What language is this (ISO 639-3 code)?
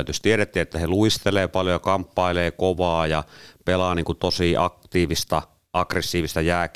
fin